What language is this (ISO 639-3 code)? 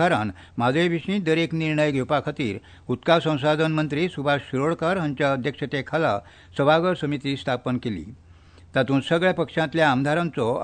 kok